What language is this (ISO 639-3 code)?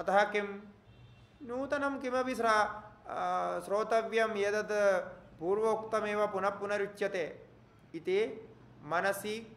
san